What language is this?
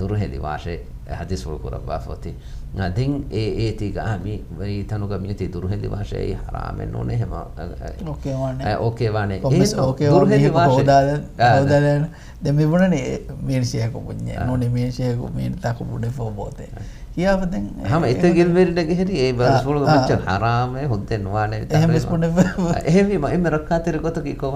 Divehi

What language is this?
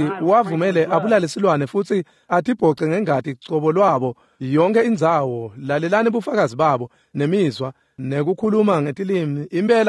Swati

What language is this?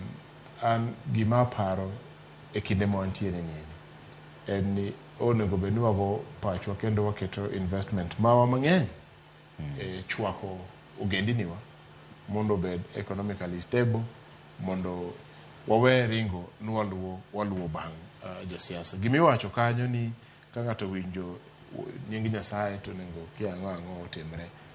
Luo (Kenya and Tanzania)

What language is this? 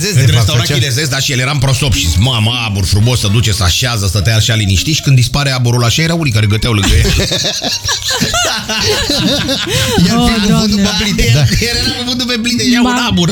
Romanian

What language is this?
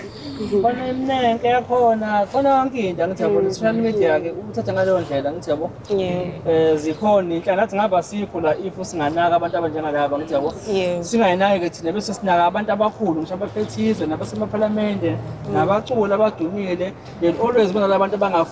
Zulu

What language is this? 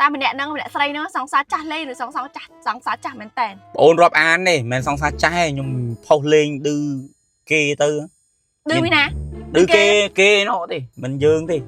Khmer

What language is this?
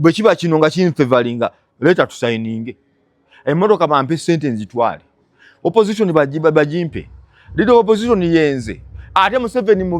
Ganda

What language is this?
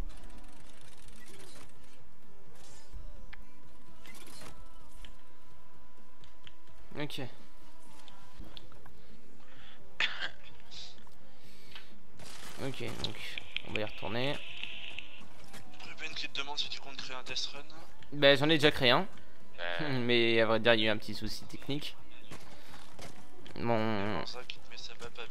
French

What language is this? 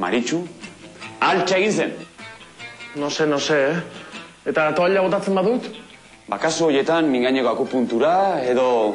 Basque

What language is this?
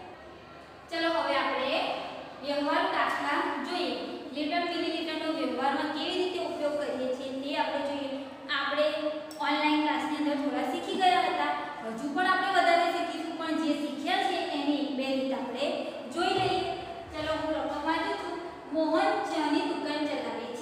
Gujarati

